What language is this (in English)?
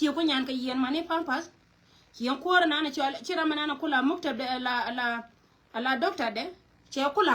Nuer